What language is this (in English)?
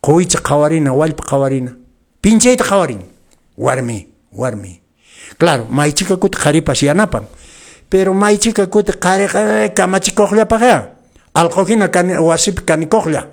Quechua